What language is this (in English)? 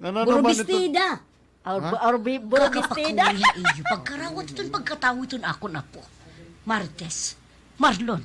Waray